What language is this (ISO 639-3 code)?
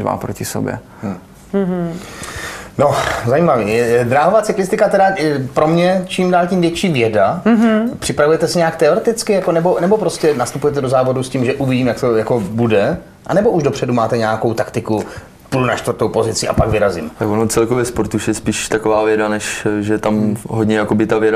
ces